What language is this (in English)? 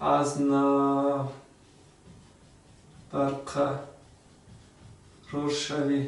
Tajik